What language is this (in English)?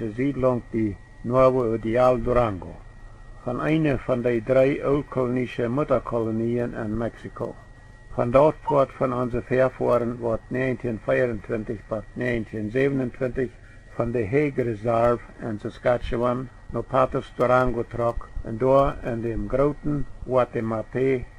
Plautdietsch